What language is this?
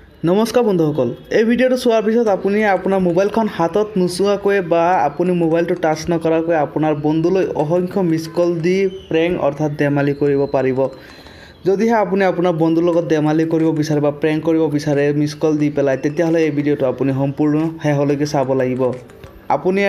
Assamese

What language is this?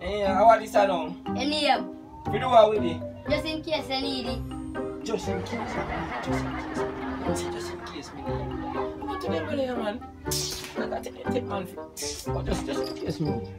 Jamaican Creole English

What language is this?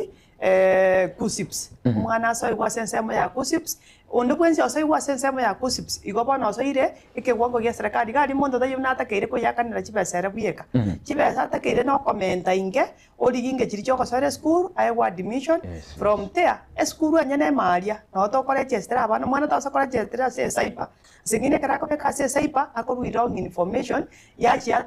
Gusii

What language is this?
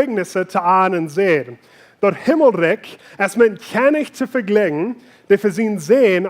Plautdietsch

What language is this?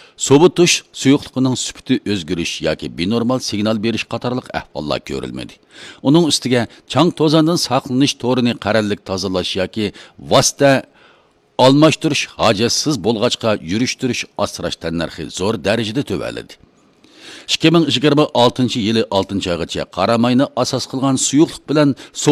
Uyghur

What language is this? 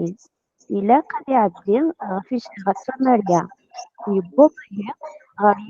Kabyle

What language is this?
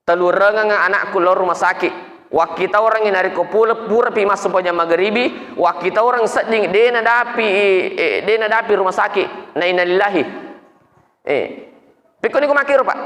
Buginese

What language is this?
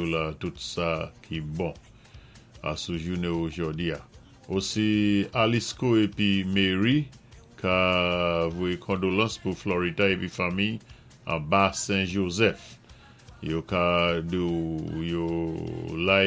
Saint Lucian Creole French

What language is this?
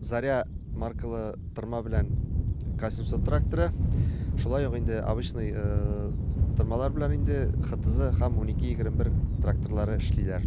Tatar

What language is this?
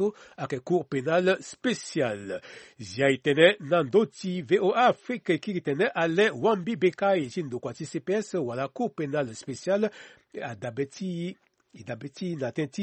Sango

